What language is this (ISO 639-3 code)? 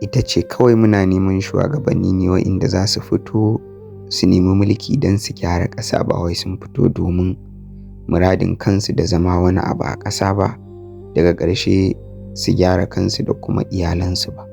hau